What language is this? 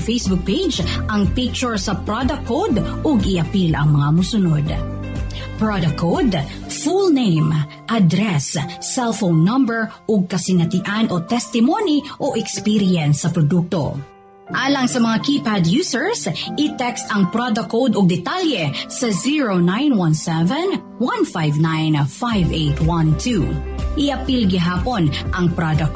Cebuano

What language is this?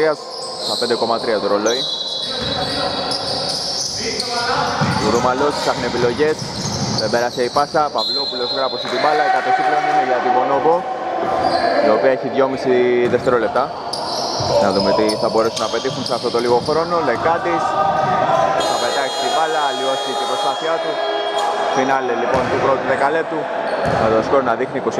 Greek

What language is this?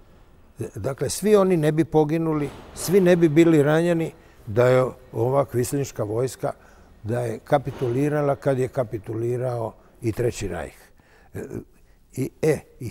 Croatian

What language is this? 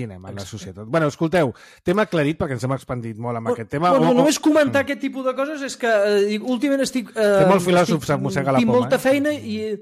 Catalan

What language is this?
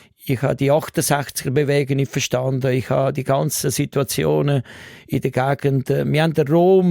Swiss German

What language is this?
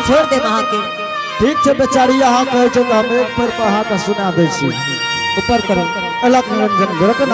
Angika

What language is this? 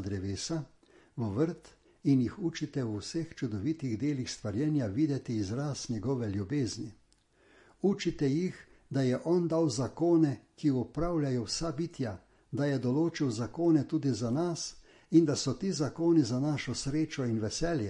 Slovenian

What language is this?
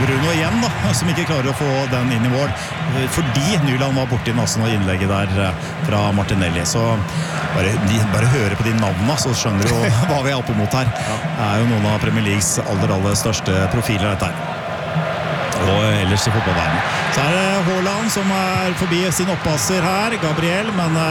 Norwegian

